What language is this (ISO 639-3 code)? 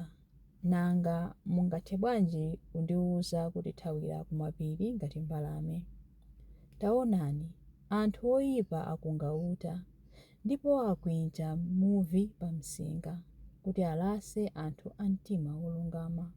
nya